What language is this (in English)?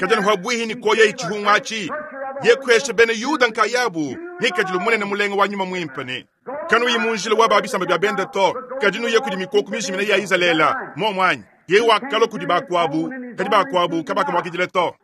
Luba-Lulua